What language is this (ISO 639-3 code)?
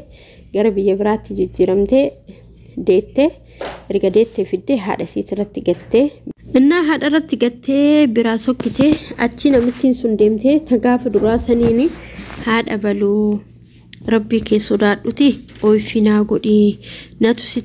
orm